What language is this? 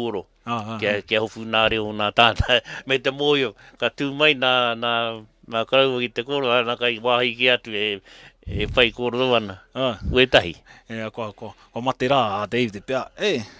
Māori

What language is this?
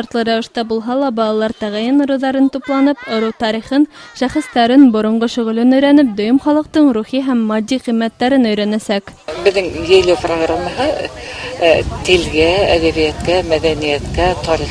Bashkir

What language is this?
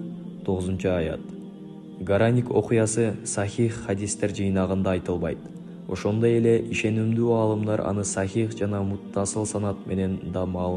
Kyrgyz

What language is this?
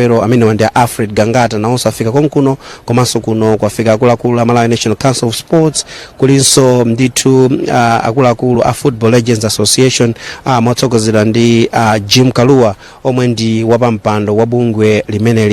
Nyanja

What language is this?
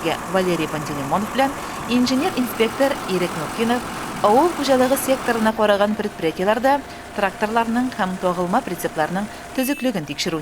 Tatar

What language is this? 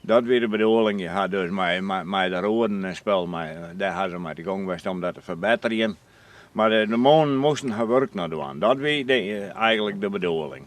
Western Frisian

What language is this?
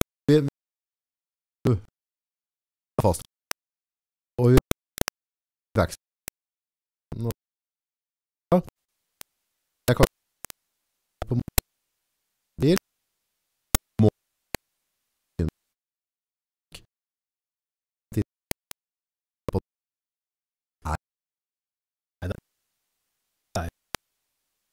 Norwegian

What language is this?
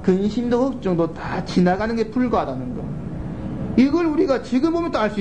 Korean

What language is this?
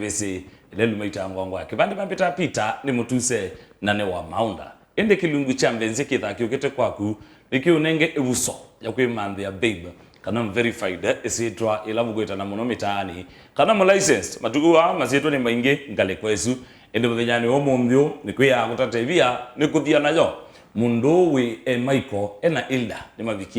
Kamba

